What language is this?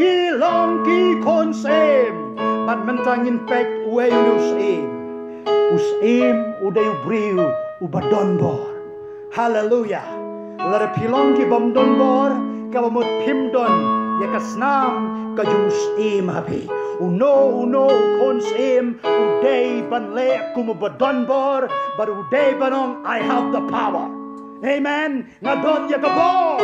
Khasi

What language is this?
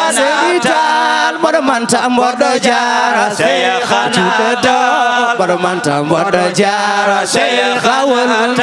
Fula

